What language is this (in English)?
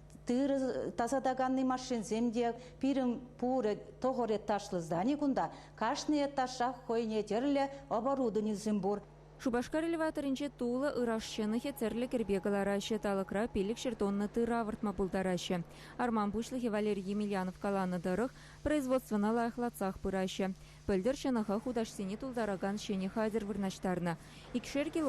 Chuvash